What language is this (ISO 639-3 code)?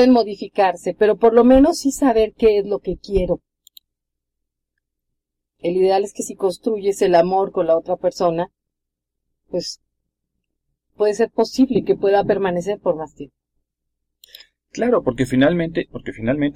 spa